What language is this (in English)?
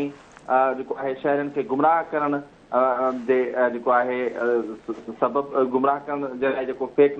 Sindhi